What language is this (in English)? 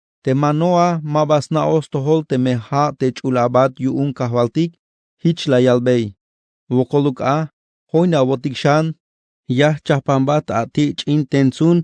Tzeltal